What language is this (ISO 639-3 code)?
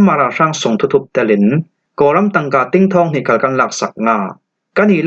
cfm